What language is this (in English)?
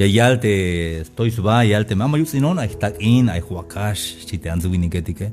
Tzeltal